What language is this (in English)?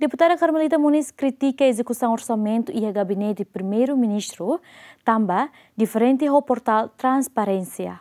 Tetum